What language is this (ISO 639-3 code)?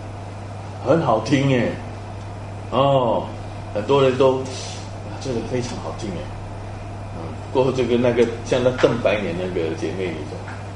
zho